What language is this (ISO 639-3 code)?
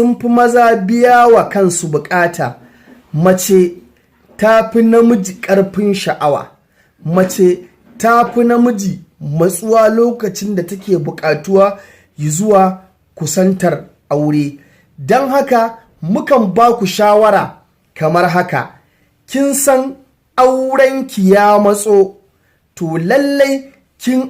hau